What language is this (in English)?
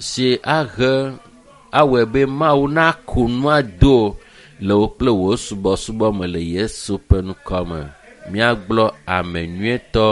Ewe